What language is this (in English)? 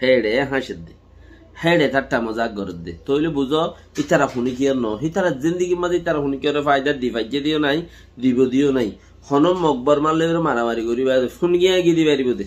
Rohingya